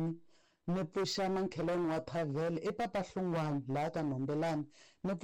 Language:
Tsonga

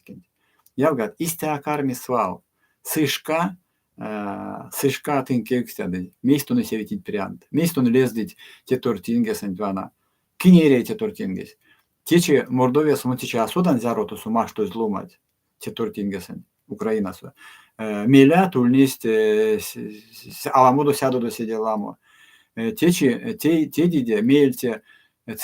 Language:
Erzya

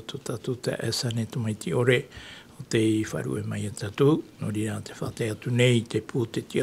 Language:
Tahitian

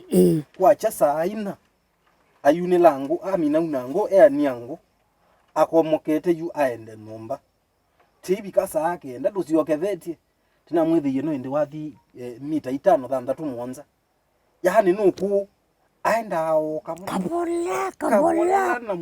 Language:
Kamba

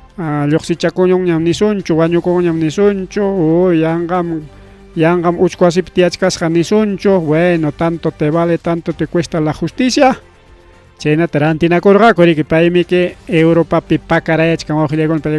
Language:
Ayacucho Quechua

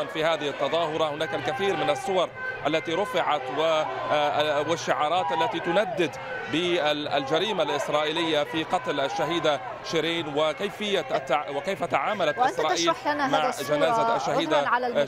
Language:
Arabic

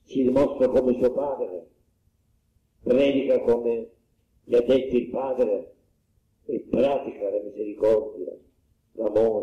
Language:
Italian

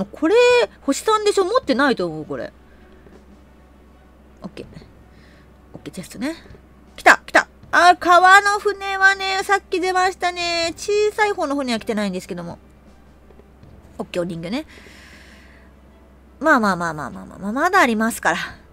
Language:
Japanese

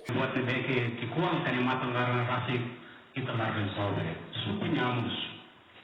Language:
Tetum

